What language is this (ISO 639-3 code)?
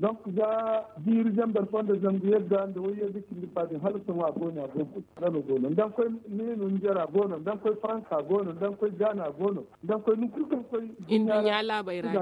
dje